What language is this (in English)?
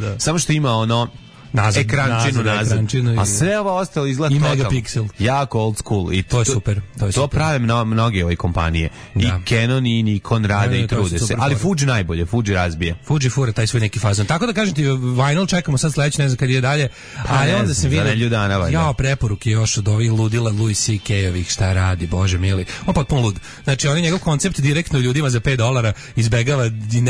Serbian